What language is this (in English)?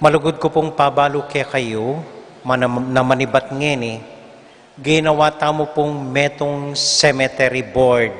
Pampanga